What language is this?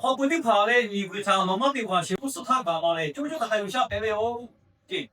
Lahu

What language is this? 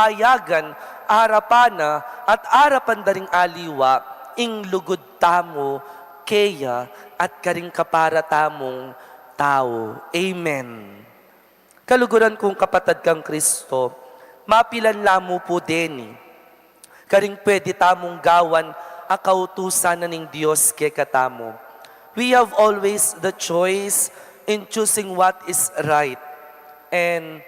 Pampanga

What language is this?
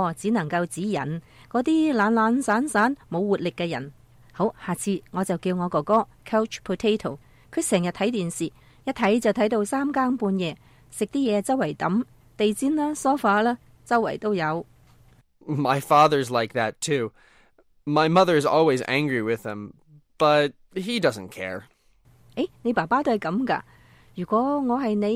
Cantonese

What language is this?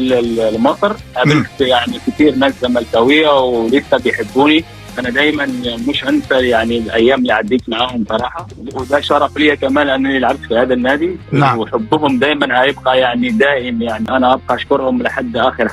Egyptian Arabic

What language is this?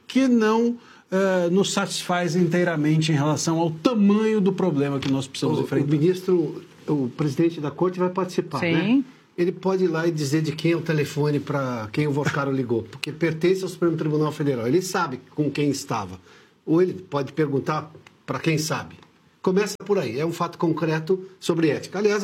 Portuguese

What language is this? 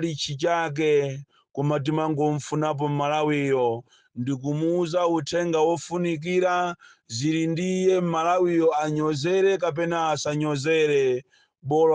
Nyanja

